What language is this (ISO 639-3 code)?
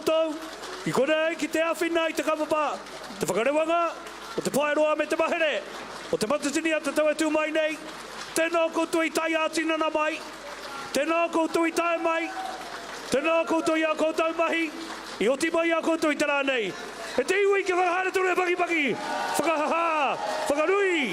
mri